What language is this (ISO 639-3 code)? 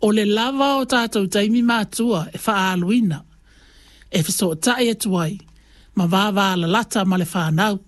smo